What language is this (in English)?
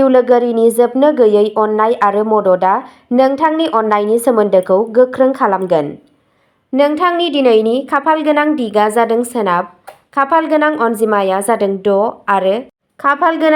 Bodo